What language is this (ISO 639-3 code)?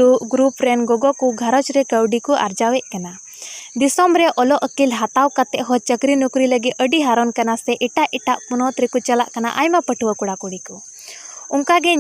sat